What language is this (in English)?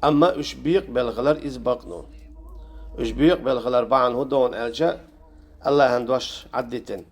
Chechen